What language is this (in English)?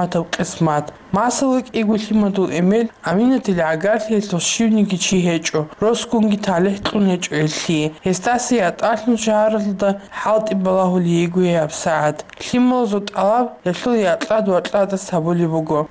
Avaric